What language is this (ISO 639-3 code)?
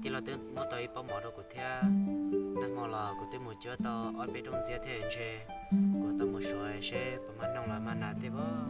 hmn